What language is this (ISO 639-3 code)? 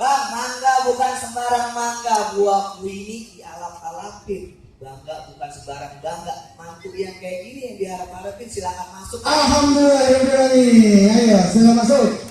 bew